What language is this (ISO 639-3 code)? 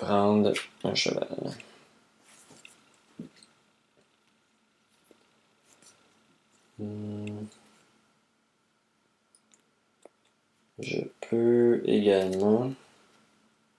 fra